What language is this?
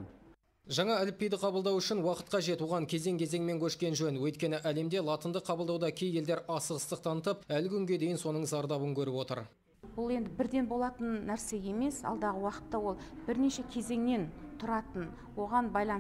Kazakh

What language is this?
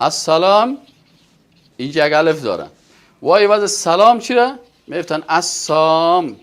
Persian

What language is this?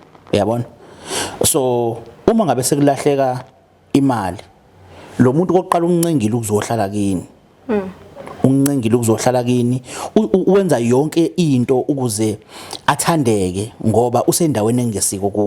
Zulu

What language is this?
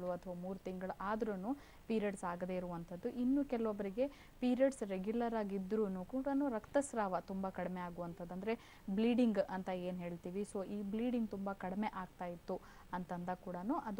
Kannada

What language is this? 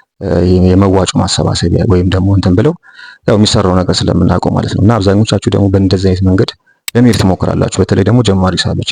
Amharic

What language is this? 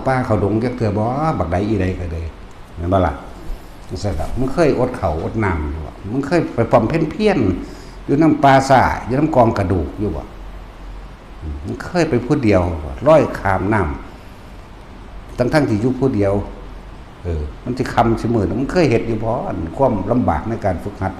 Northeastern Thai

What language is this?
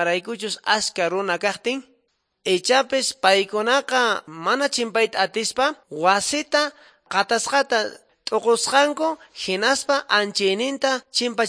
Quechua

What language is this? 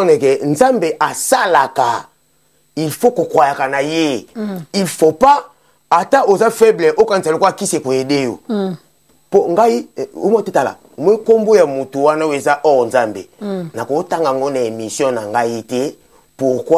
Lingala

